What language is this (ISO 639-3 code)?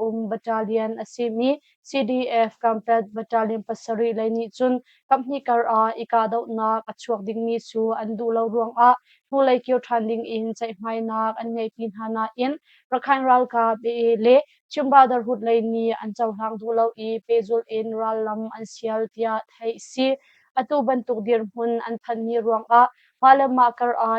cnh